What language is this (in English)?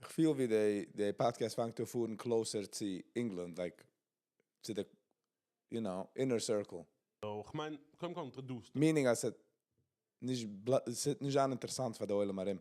Yiddish